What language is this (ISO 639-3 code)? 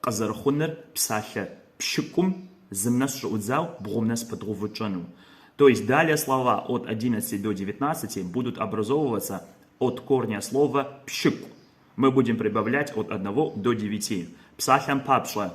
kbd